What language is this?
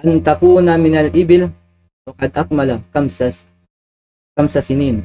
Tausug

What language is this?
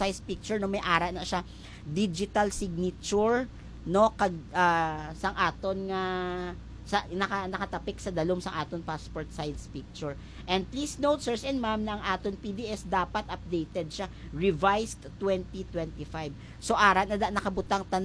Hiligaynon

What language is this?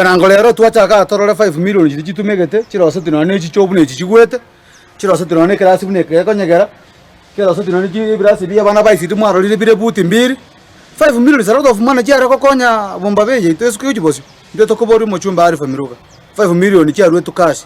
Gusii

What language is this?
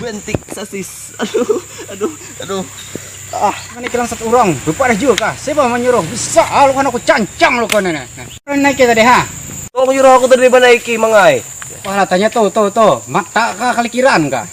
Banjar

